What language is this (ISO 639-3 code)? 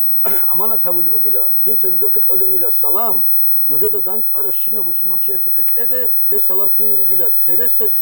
ava